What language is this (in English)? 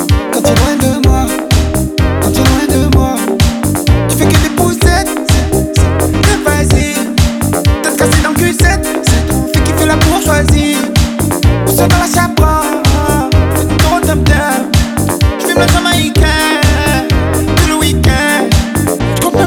French